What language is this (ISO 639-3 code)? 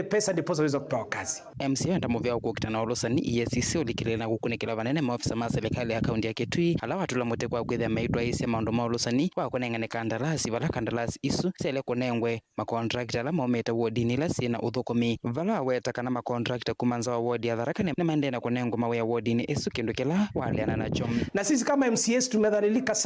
kam